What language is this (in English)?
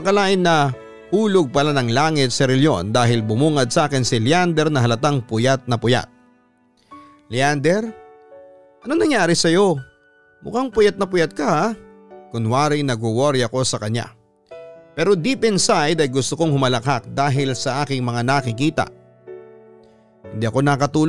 Filipino